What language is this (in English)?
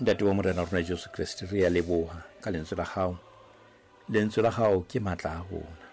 Southern Sotho